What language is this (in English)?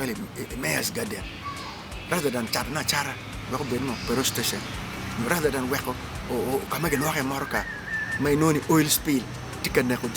Acoli